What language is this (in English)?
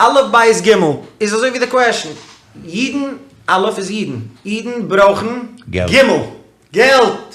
Yiddish